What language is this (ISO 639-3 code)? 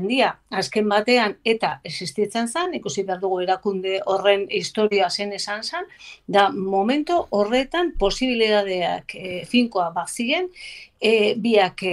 eus